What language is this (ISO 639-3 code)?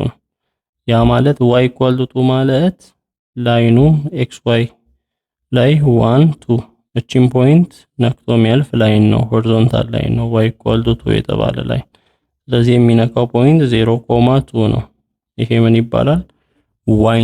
amh